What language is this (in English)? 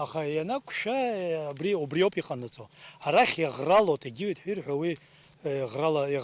Abkhazian